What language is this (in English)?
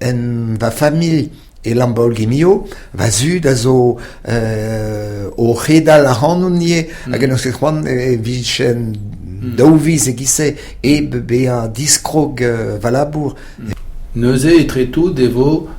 Breton